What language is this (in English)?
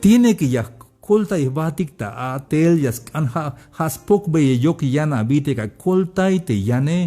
Tzeltal